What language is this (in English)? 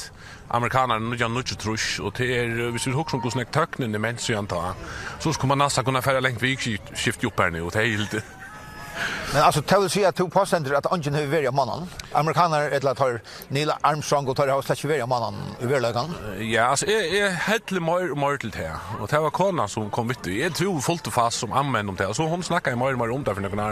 Faroese